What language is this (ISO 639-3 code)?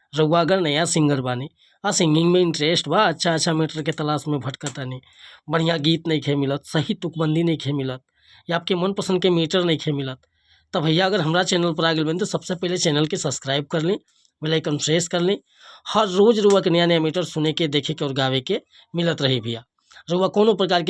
bho